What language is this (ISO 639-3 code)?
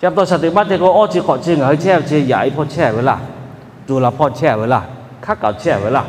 lhu